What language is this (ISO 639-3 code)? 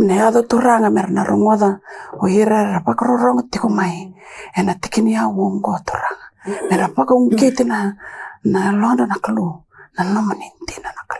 fij